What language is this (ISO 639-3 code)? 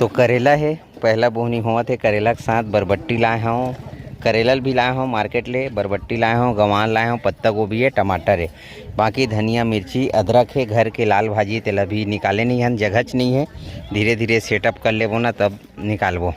hne